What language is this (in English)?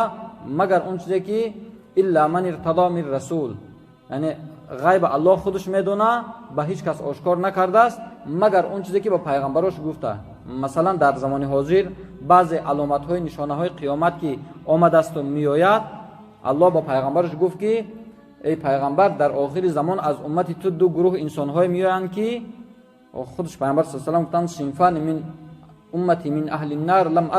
Tajik